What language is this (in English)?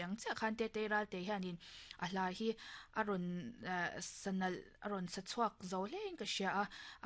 Mizo